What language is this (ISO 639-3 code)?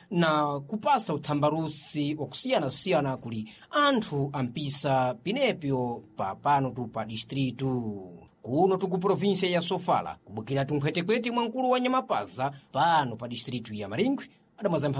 seh